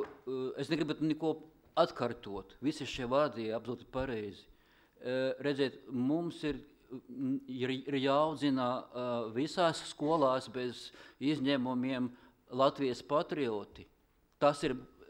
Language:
Latvian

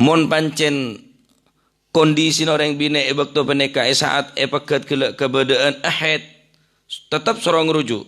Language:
Madurese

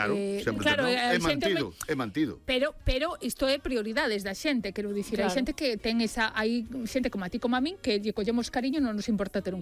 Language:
Galician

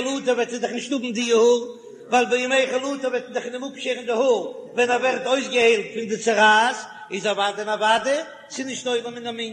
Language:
Yiddish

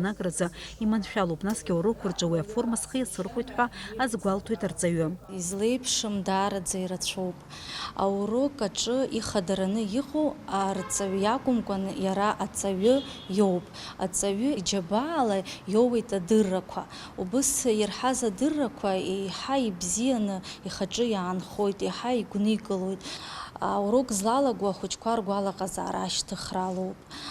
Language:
Abkhazian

